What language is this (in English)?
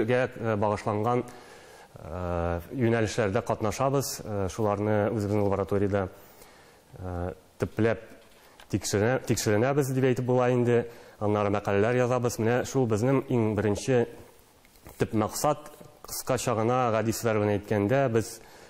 Tatar